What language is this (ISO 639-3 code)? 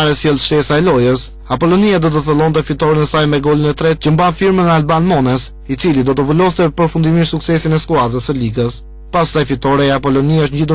sqi